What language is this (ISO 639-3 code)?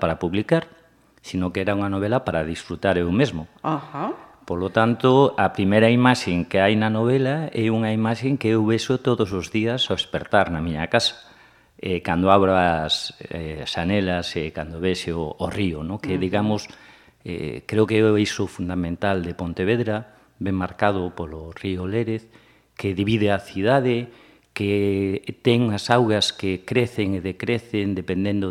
glg